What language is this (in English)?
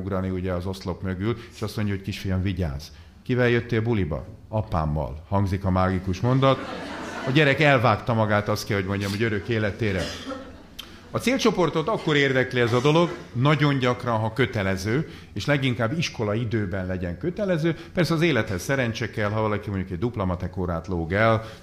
Hungarian